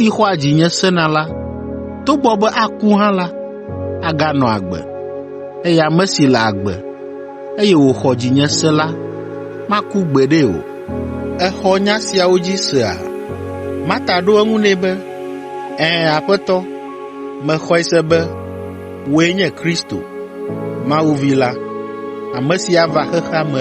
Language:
Ewe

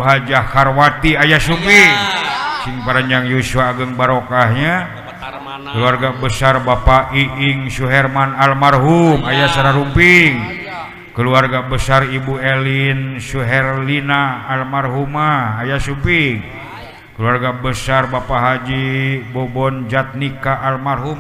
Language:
Sundanese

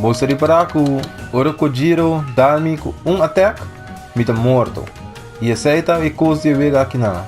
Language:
Papiamento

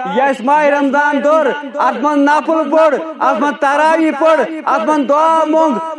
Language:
Kashmiri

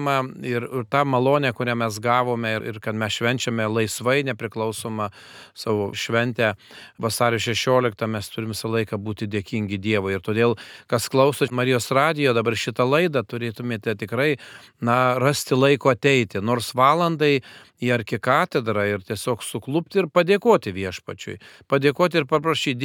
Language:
Lithuanian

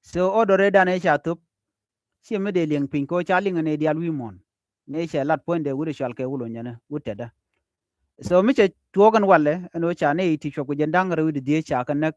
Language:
Nuer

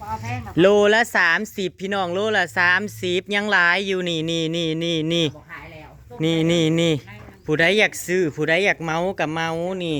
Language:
Northeastern Thai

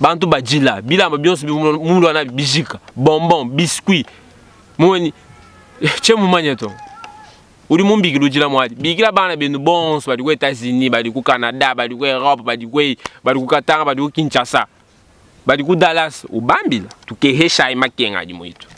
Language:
Luba-Lulua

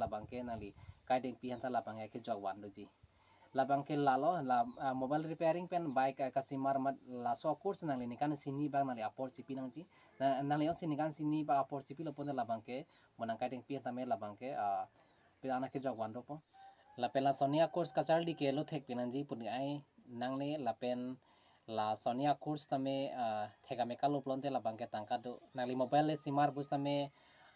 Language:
Karbi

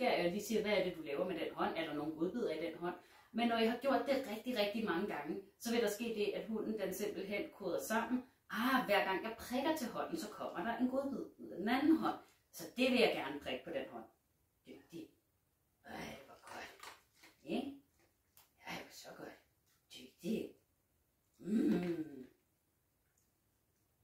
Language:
Danish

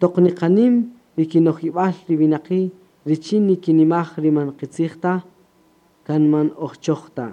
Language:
Kaqchikel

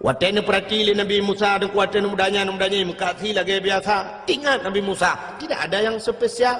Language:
Achinese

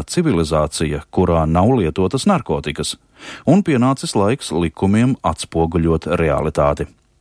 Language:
Latvian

